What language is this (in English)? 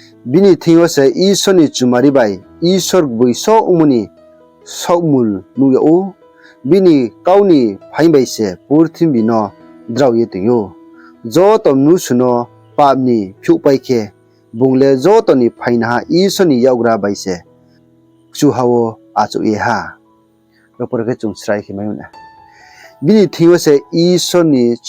Riang (India)